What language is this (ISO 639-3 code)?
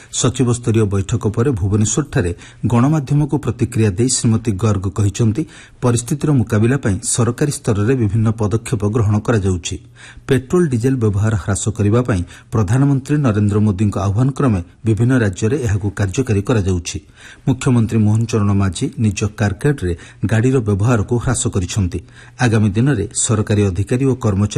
ori